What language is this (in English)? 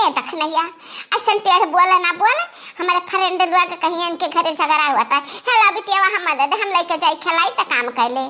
Awadhi